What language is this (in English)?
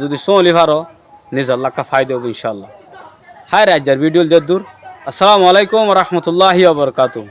Rohingya